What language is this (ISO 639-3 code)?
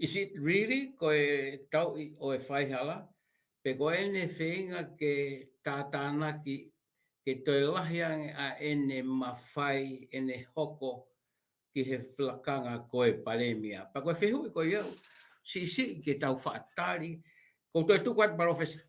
ton